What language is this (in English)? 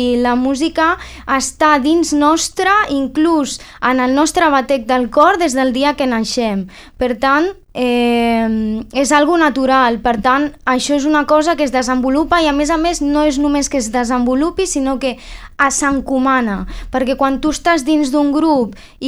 Catalan